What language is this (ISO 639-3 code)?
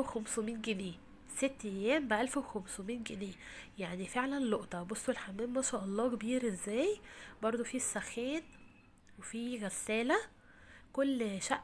arz